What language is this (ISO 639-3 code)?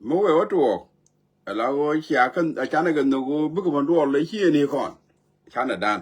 nus